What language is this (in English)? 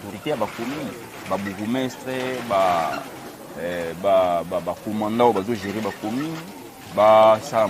Lingala